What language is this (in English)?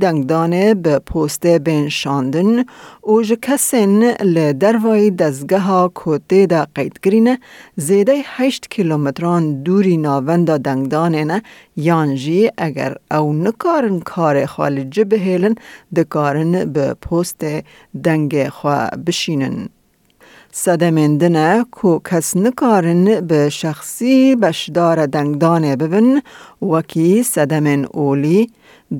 Kurdish